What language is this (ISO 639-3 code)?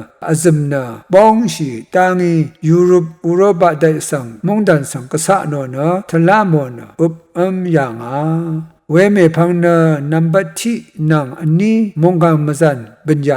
raw